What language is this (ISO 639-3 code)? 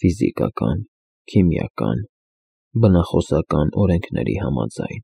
hye